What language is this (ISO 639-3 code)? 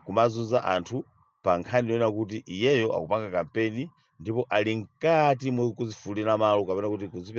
nya